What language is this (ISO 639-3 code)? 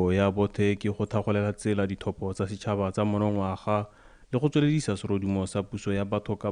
tsn